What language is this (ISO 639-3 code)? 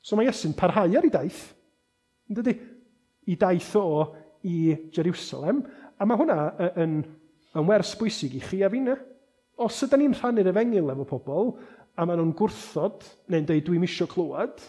cym